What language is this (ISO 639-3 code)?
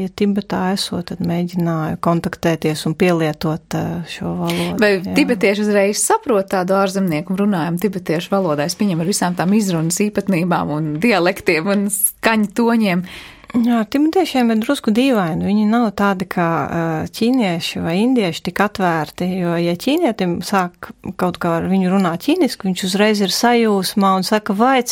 lav